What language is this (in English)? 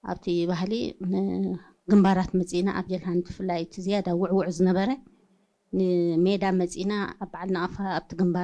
Tigrinya